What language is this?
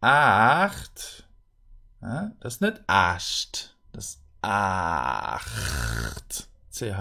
Luxembourgish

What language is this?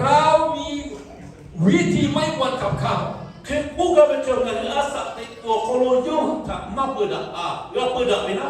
Lahu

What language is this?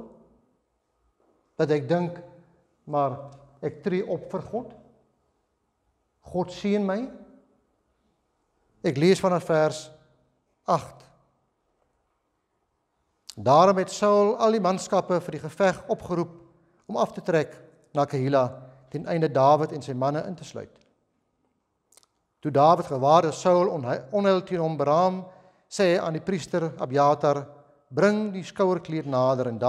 Afrikaans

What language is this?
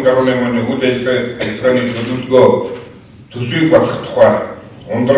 Mongolian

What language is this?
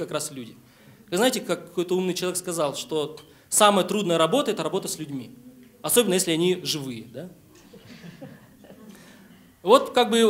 Russian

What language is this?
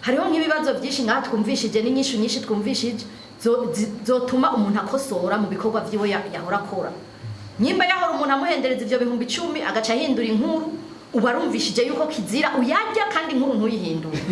Rundi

